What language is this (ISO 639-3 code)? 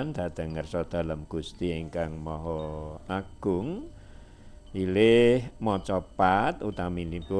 jav